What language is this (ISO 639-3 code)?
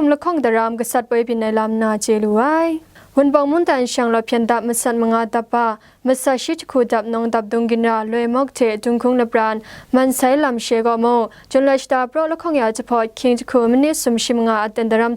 kac